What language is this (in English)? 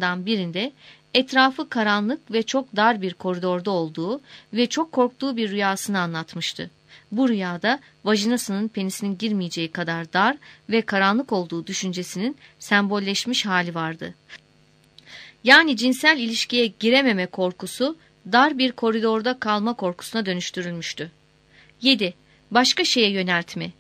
Turkish